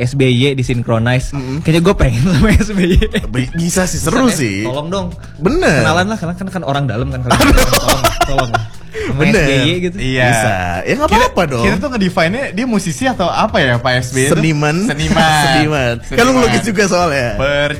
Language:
Indonesian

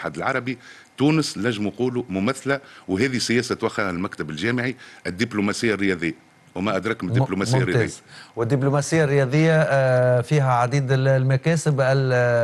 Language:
Tunisian Arabic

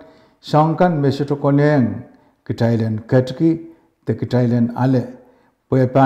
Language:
Pohnpeian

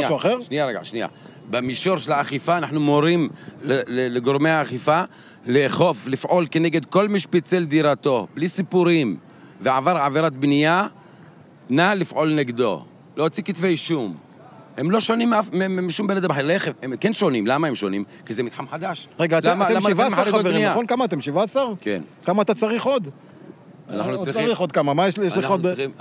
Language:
Hebrew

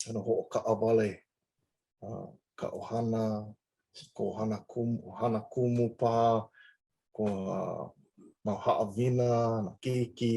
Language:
Hawaiian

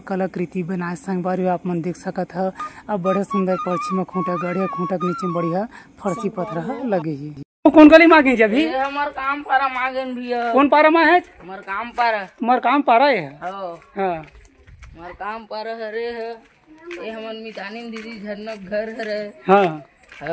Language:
Chhattisgarhi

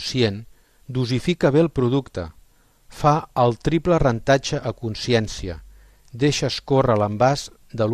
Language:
Catalan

